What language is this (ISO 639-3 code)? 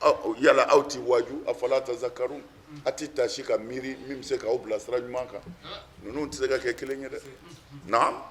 bam